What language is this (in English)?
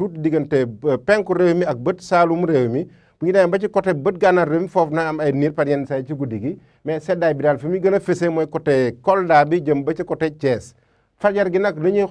Wolof